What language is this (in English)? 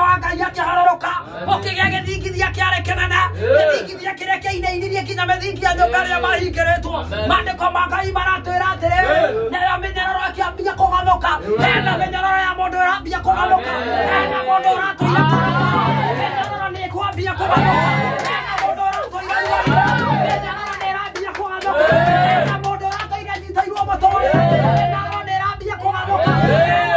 Kikuyu